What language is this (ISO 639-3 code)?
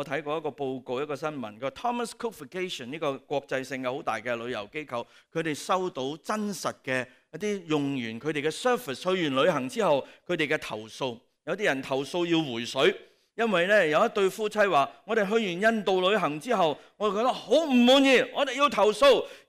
yue